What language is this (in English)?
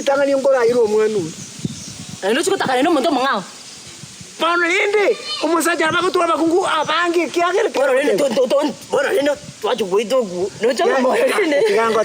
Gusii